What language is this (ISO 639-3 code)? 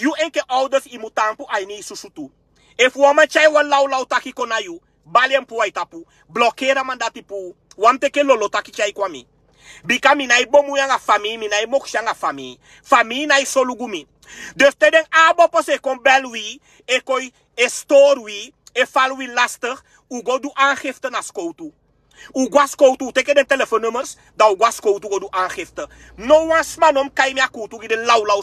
srn